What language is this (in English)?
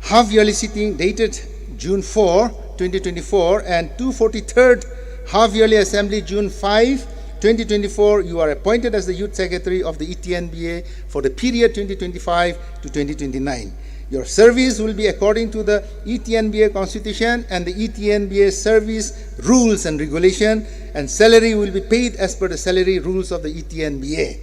Tangkhul Naga (India)